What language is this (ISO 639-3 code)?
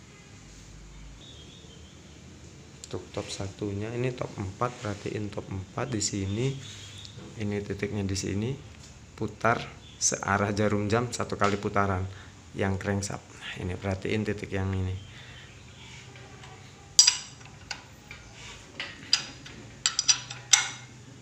ind